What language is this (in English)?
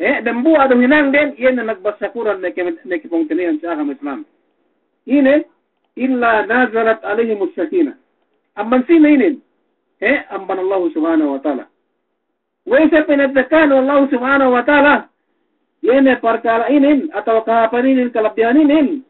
Yakan